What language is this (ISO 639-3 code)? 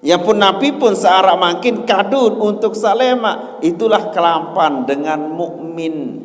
sas